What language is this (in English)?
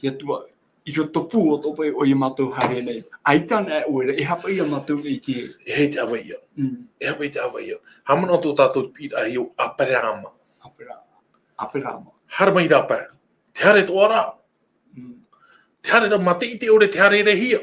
Tahitian